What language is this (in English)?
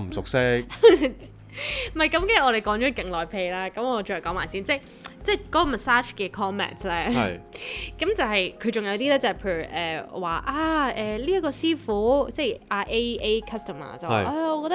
Cantonese